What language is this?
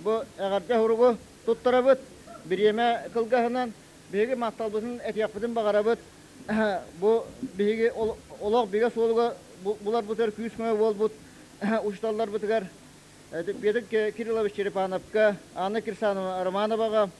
Yakut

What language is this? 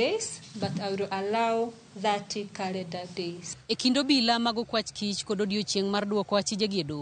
Luo (Kenya and Tanzania)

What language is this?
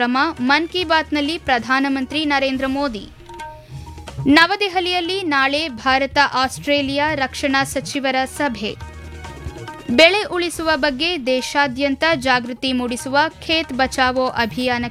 Kannada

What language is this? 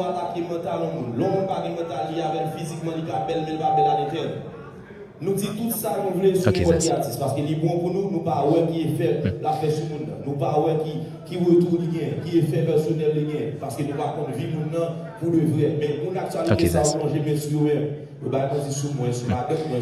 Haitian Creole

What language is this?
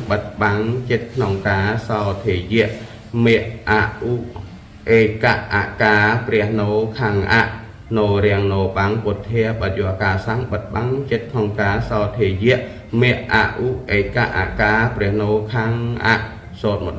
Khmer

